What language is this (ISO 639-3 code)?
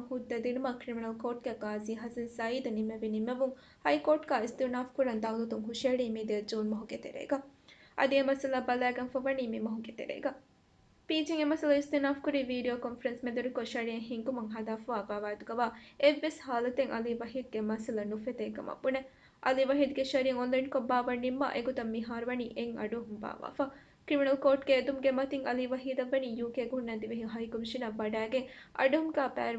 div